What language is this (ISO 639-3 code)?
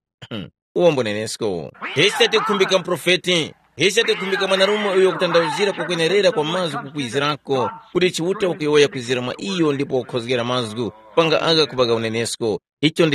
tum